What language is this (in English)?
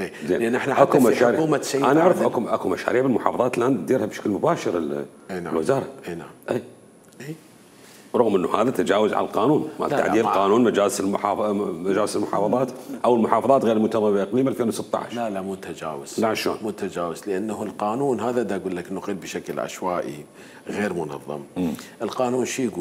Mesopotamian Arabic